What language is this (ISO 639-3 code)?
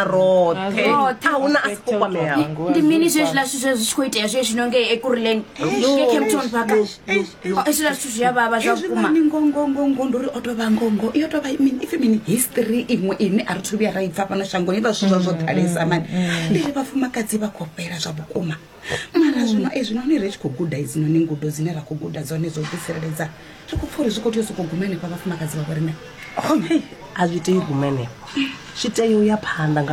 ven